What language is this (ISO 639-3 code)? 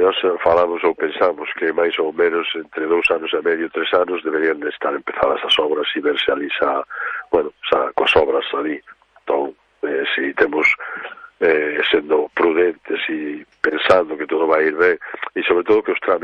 glg